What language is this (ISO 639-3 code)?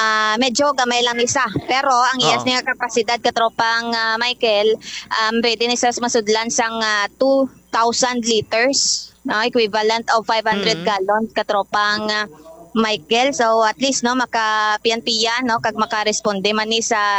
hil